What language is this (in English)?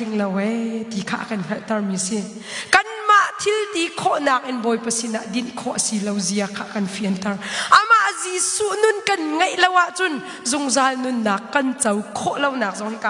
Hakha Chin